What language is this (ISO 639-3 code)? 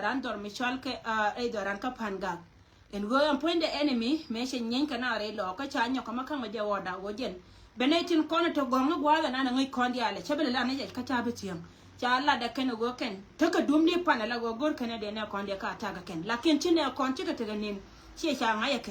nus